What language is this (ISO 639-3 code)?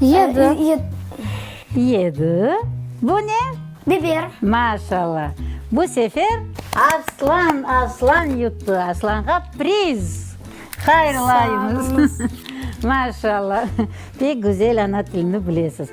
crh